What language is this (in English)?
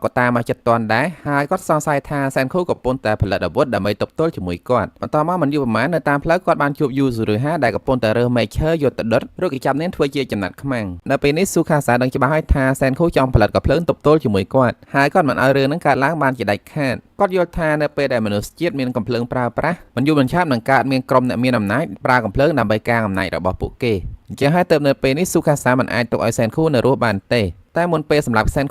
Khmer